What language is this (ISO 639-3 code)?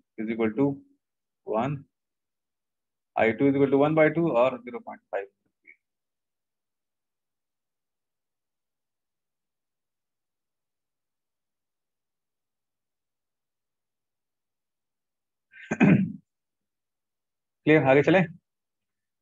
hin